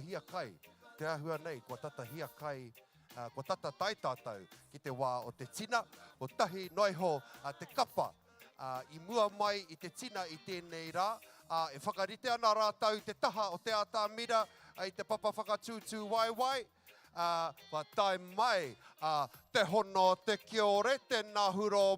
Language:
Māori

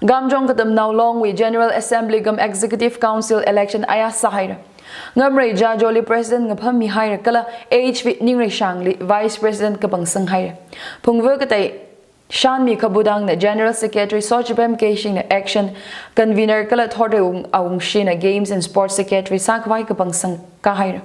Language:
Tangkhul Naga (India)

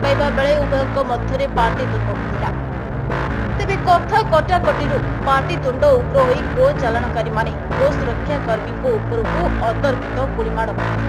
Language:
Odia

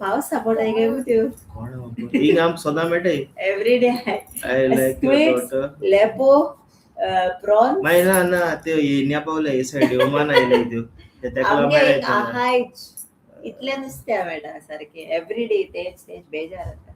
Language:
Konkani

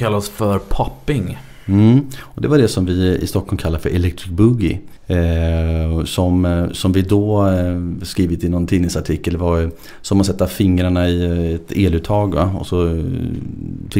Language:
Swedish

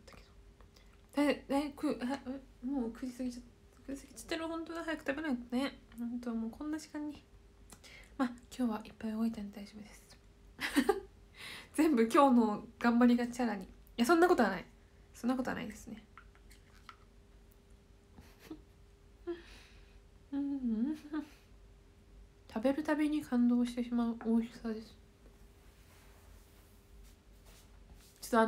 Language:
Japanese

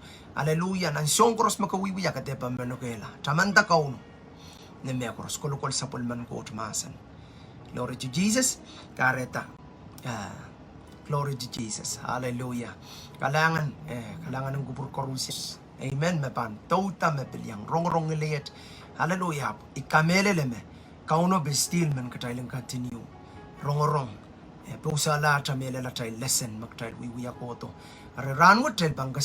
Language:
Pohnpeian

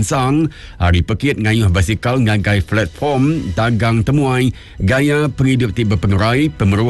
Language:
Iban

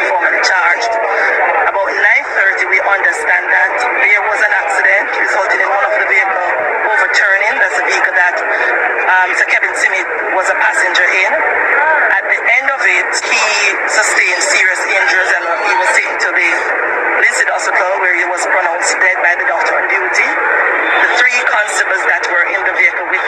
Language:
Jamaican Creole English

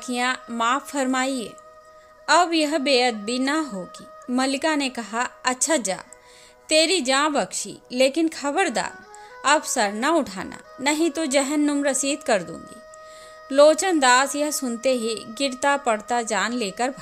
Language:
Hindi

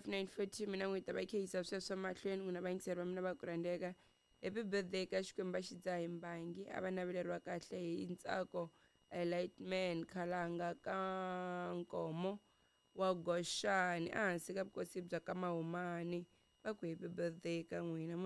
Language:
Tsonga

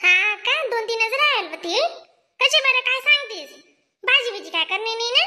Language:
Khandesi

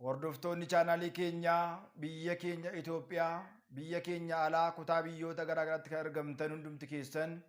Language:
Oromo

